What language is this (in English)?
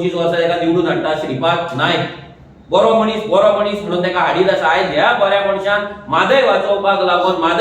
Konkani